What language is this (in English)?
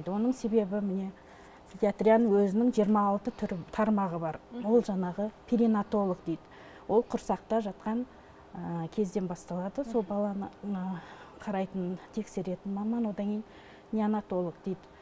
Kazakh